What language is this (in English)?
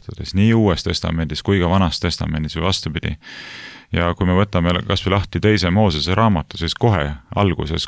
Estonian